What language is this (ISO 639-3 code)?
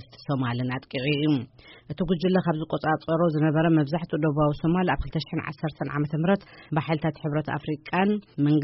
tir